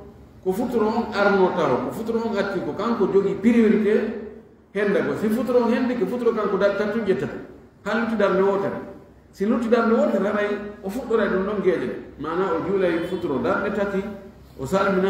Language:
Fula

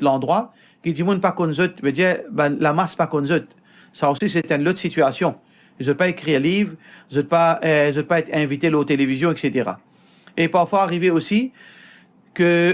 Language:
Morisyen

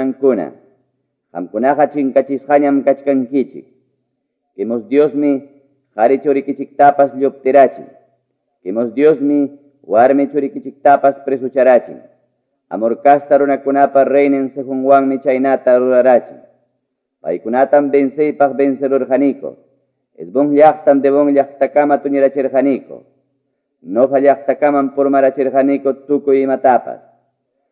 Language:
Quechua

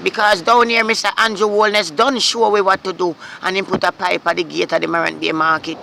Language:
Jamaican Creole English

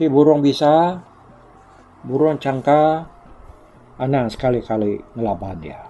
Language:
Iban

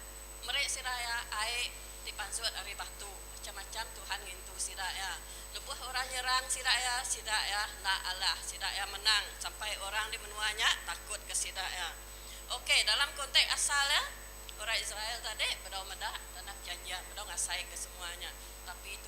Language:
Iban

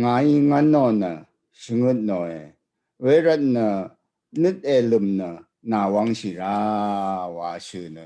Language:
Rawang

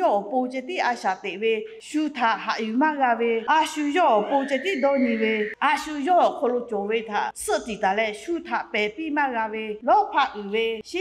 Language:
Lahu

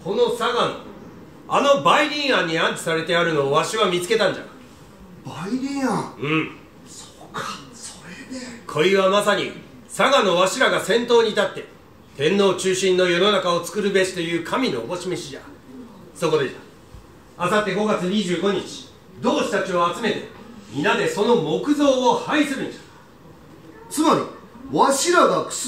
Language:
Japanese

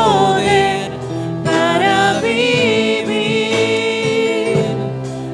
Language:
Aymara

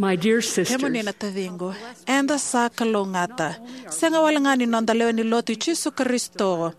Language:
Fijian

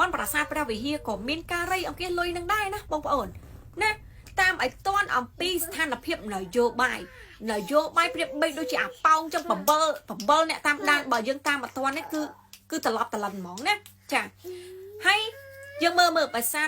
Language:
Khmer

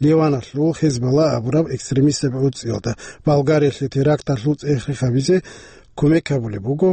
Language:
Avaric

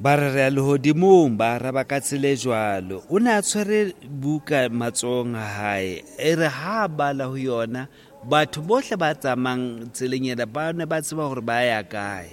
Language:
Southern Sotho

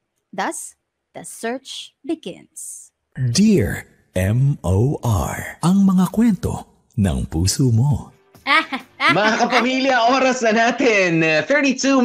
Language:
Filipino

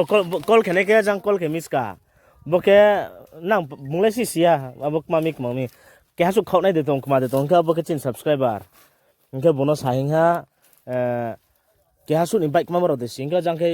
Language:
Riang (India)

